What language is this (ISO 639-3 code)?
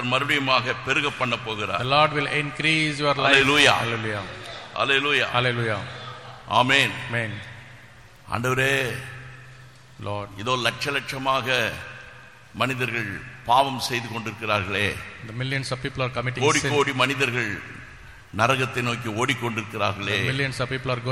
tam